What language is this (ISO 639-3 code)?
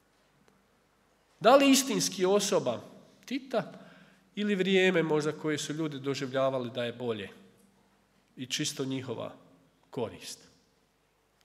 hrv